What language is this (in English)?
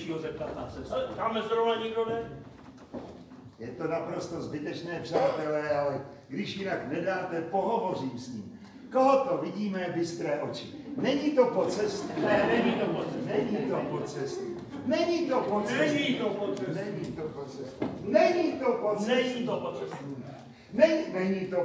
Czech